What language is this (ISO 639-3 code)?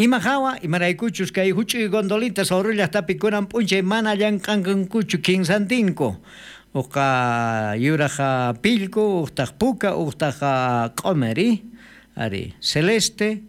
quh